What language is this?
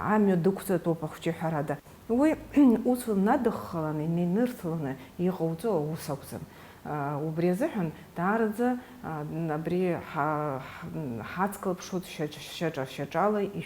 Abkhazian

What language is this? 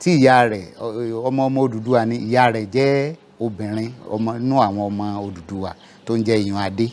Yoruba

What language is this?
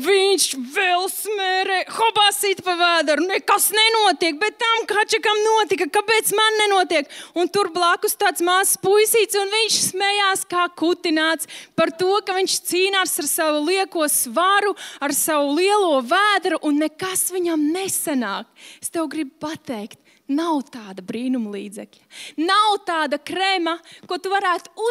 Latvian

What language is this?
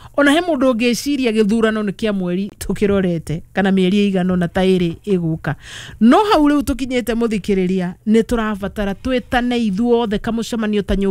Kikuyu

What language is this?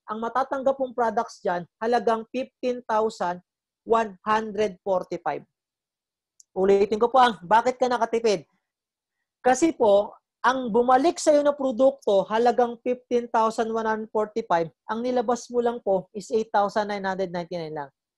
Filipino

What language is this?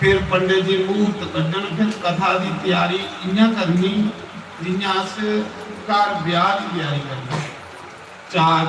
Dogri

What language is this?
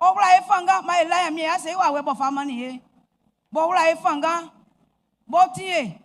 Baoulé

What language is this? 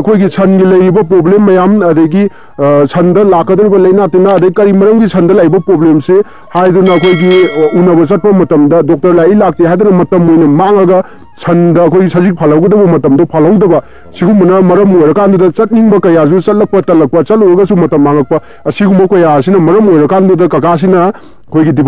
Manipuri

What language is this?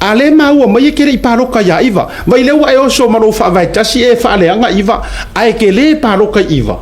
Samoan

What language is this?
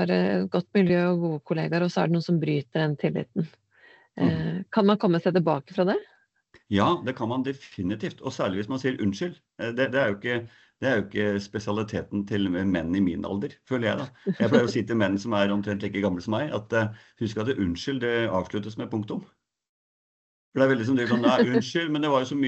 Norwegian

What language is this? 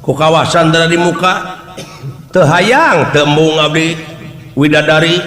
Sundanese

